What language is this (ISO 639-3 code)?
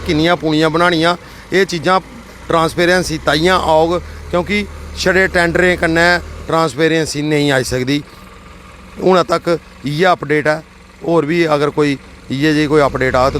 doi